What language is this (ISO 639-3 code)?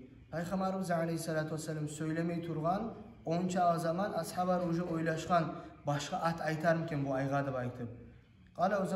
kum